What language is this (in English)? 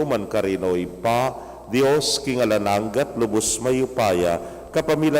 Pampanga